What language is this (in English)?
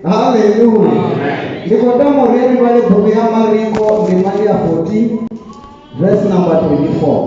Venda